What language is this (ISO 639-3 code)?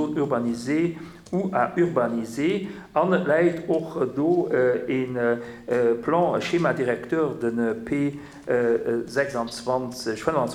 ltz